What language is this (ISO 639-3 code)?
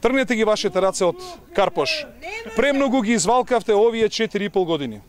mkd